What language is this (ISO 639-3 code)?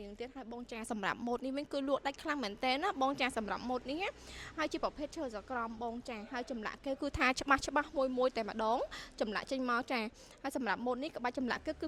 khm